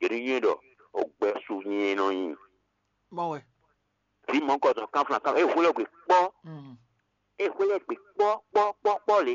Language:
Fon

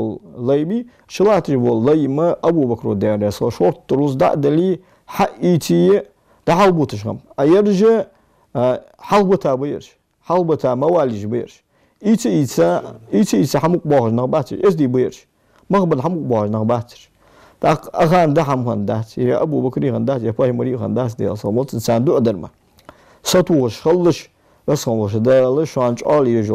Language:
Ingush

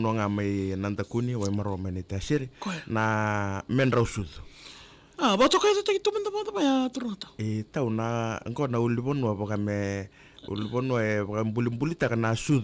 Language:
Fijian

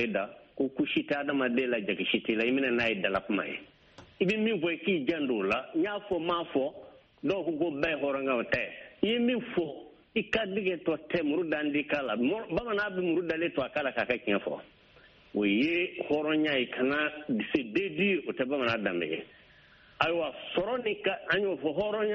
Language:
Bambara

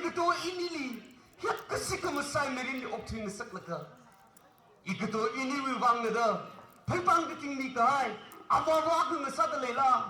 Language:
Tangkhul Naga (India)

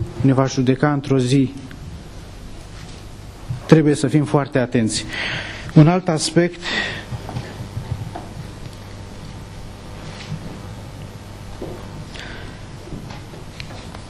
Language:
Romanian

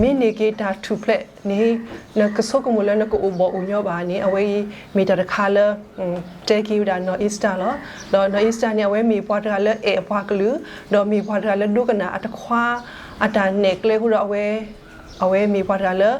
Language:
S'gaw Karen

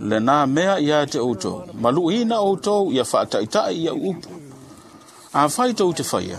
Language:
Samoan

